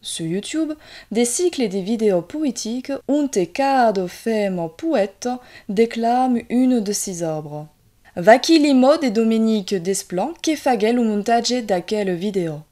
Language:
Occitan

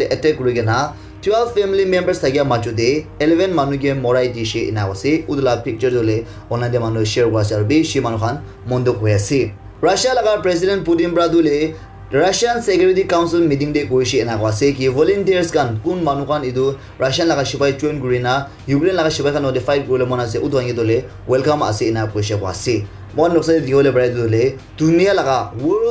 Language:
Naga Pidgin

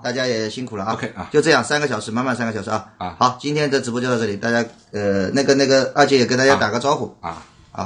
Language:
Chinese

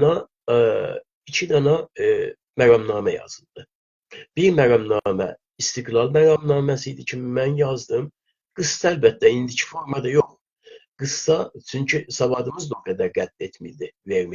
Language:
South Azerbaijani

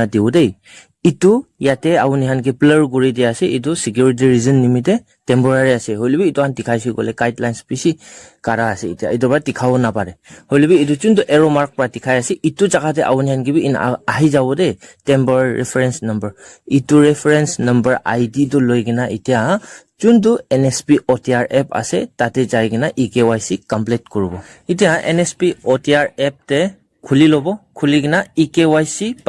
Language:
Naga Pidgin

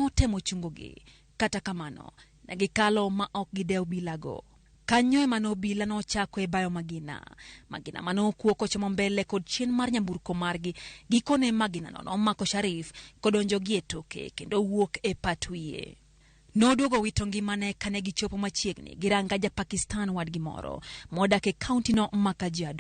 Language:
Luo (Kenya and Tanzania)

